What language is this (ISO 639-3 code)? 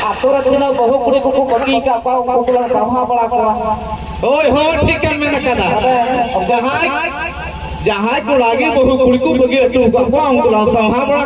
sat